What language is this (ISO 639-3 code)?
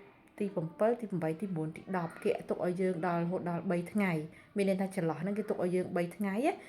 khm